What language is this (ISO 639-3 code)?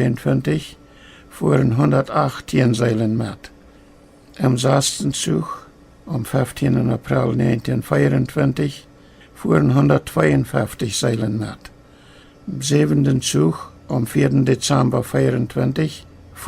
pdt